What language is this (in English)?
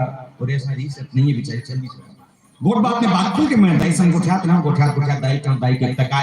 Chhattisgarhi